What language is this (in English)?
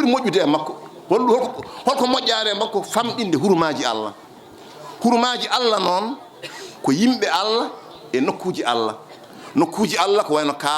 Fula